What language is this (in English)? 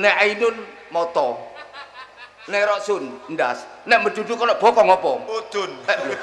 Javanese